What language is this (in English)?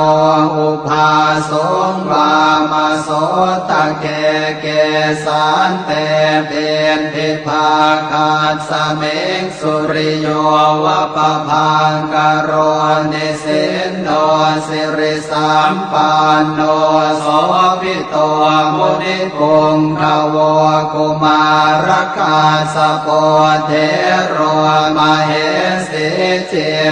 Pali